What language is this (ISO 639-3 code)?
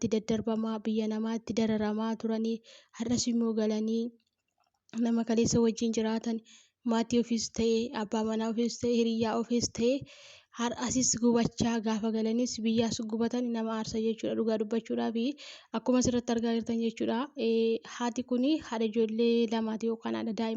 orm